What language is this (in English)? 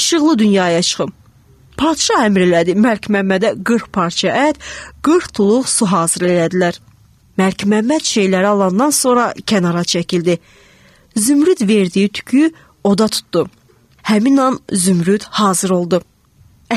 Azerbaijani